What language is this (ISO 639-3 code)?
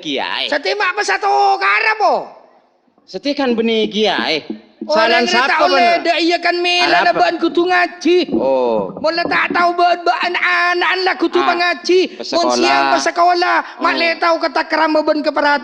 mad